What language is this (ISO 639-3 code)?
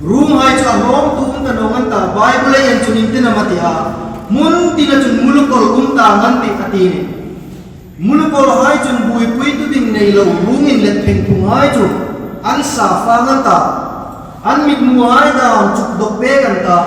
hmr